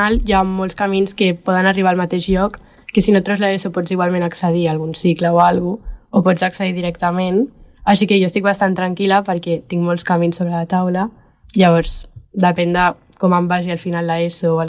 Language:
Catalan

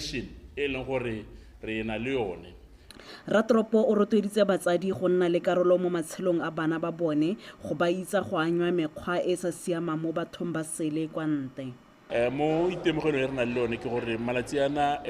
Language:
Tswana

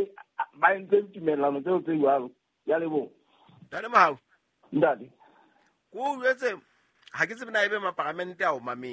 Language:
Southern Sotho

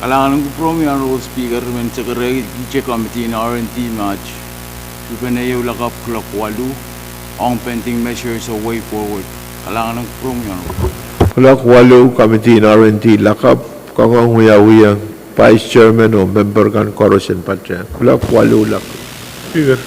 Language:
Pohnpeian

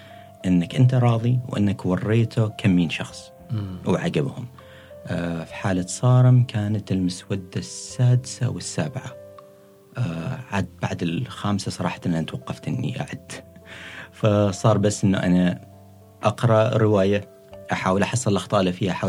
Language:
Gulf Arabic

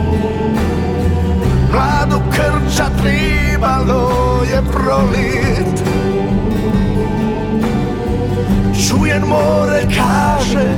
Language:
Croatian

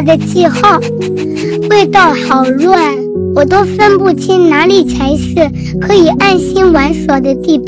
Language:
Chinese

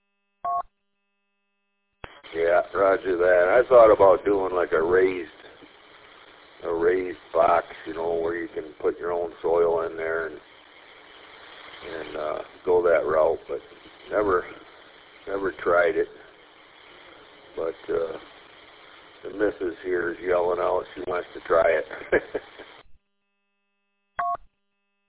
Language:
English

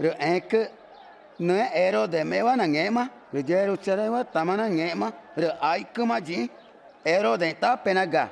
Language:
Ticuna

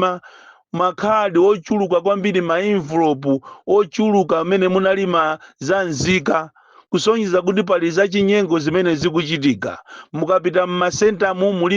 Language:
Nyanja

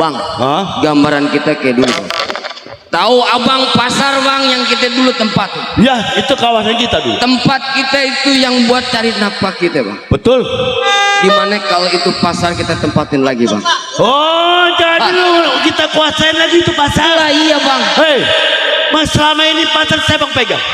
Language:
Betawi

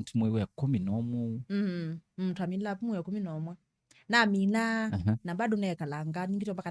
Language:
Kamba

